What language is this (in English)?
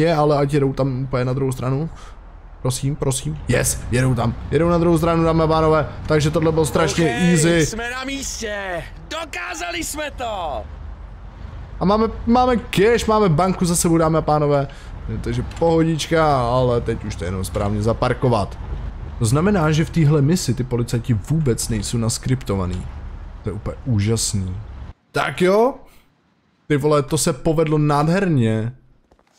Czech